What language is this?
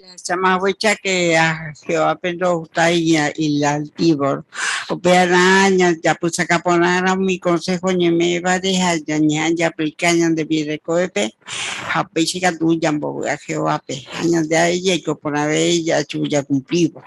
Guarani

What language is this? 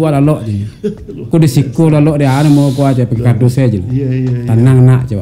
Minangkabau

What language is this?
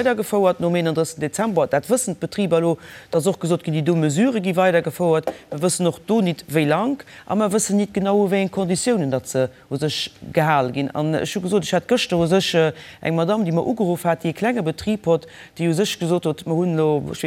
Luxembourgish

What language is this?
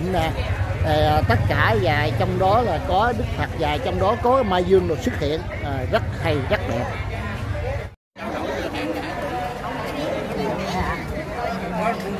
Vietnamese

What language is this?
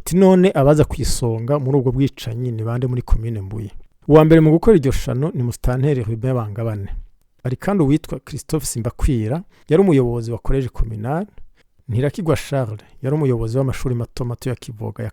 Rundi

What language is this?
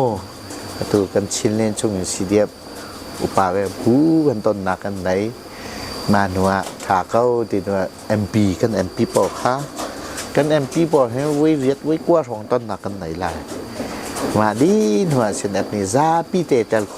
Hakha Chin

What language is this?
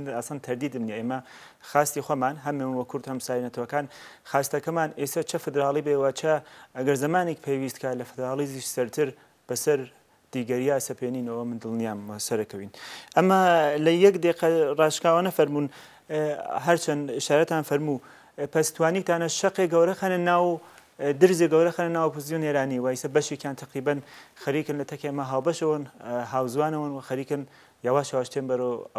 Central Kurdish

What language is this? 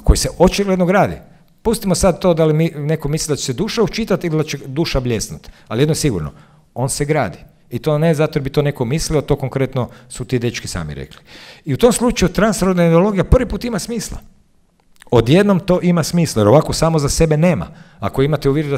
Croatian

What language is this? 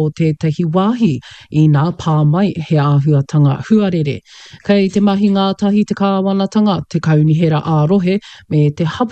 Māori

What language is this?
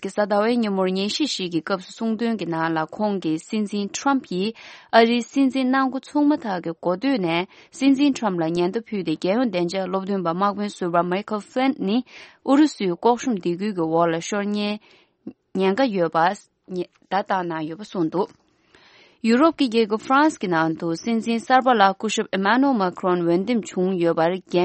Tibetan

